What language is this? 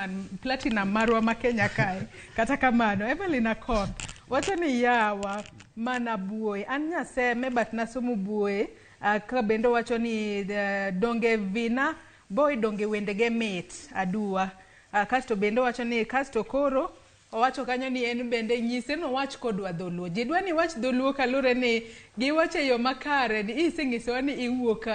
Luo (Kenya and Tanzania)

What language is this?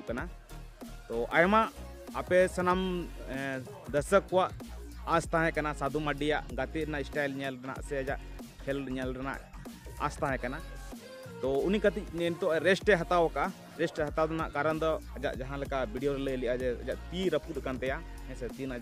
Santali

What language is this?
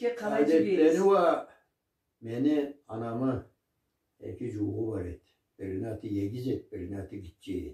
Karachay-Balkar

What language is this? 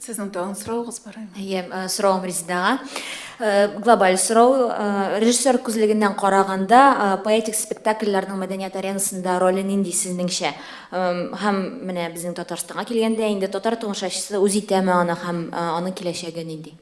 Tatar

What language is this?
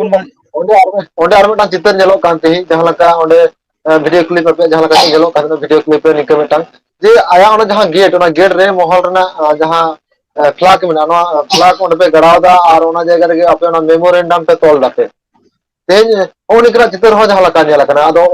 Santali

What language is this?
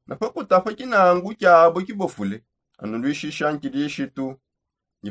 Songe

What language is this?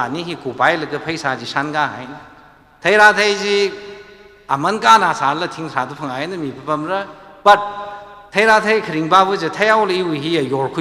Tangkhul Naga (India)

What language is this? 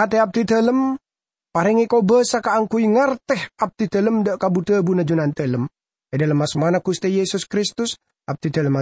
Madurese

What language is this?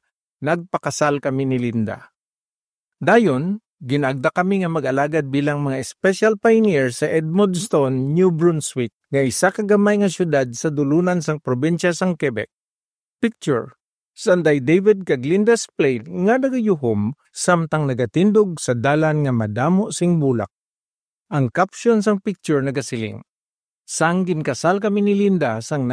Hiligaynon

